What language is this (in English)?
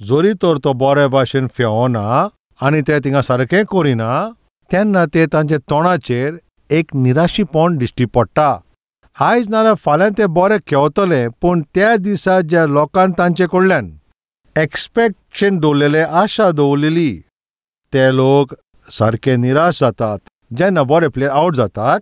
Konkani